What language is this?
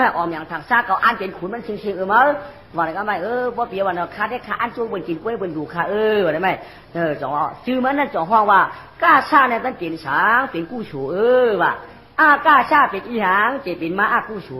Shan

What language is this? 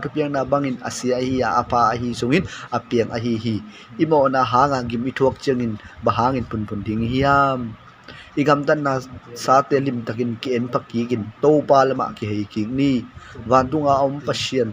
Tedim Chin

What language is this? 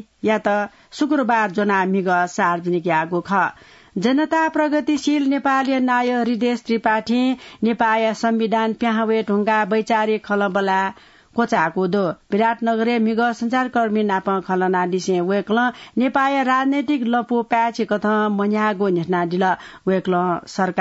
Newari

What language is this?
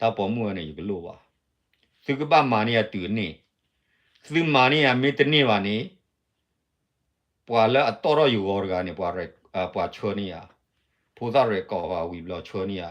S'gaw Karen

